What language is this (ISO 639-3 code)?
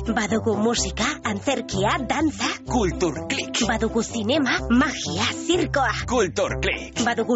eus